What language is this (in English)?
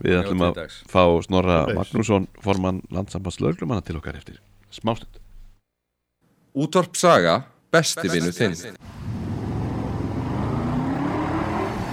Icelandic